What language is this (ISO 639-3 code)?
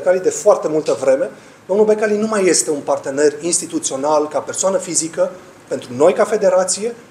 ron